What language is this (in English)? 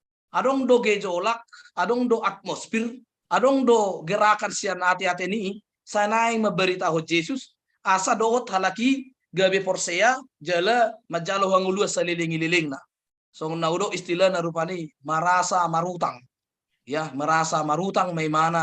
Batak Toba